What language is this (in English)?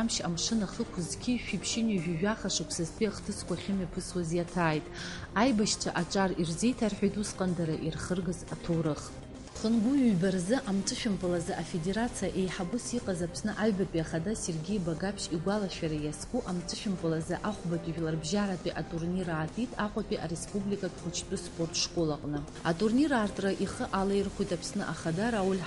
Abkhazian